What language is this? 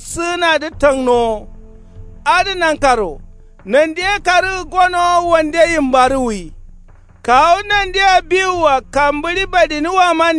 Kanuri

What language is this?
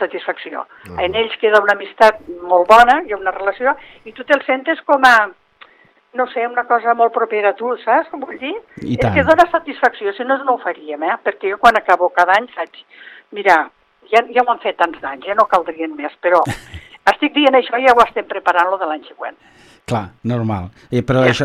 Catalan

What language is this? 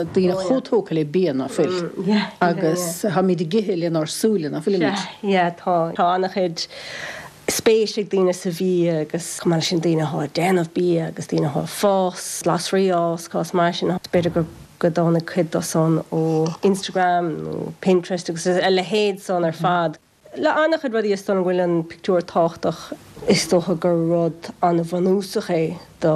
Irish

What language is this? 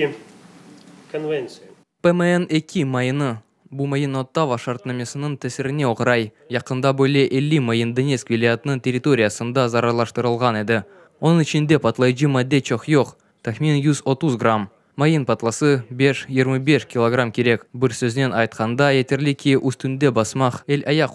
Crimean Tatar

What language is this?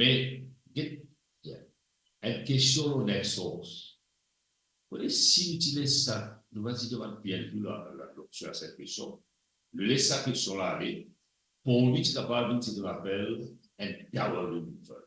Morisyen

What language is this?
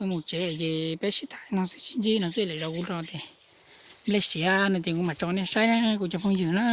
Hmong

